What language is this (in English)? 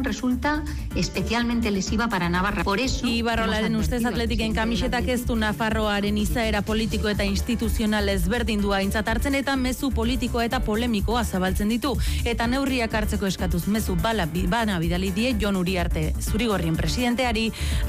Basque